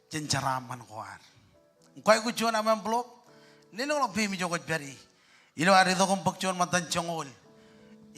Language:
Marshallese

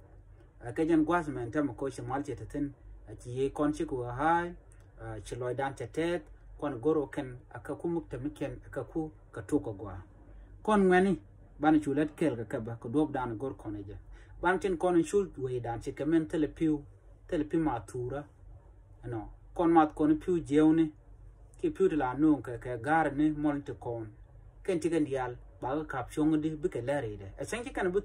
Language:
Nuer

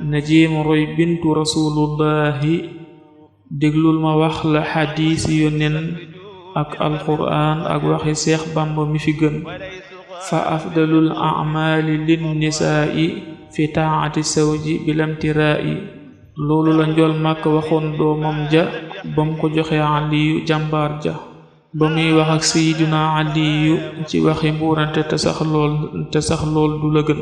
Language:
Wolof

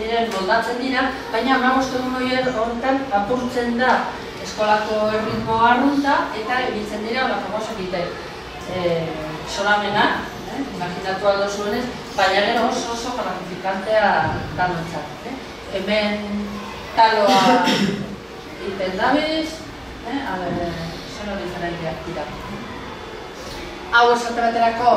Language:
Basque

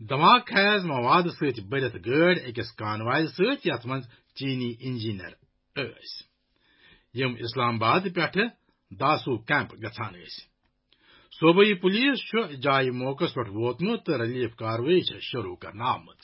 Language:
Kashmiri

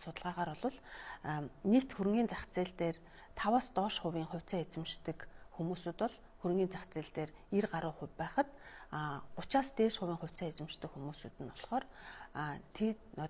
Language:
Mongolian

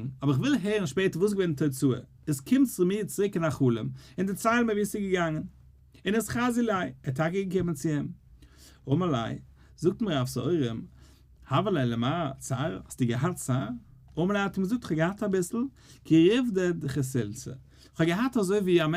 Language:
Yiddish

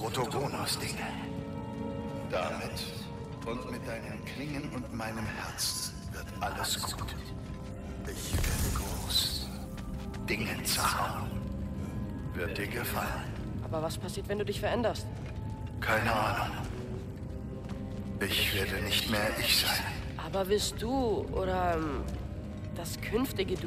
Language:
German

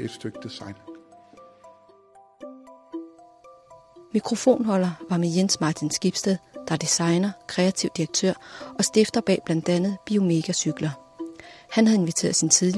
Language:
Danish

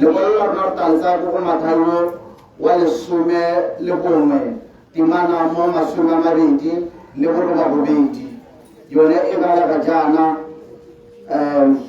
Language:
Tswana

